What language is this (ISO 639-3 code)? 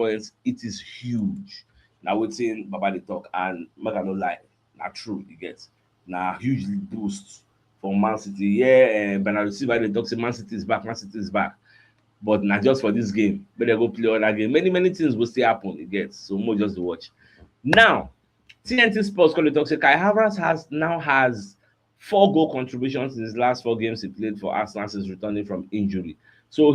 pcm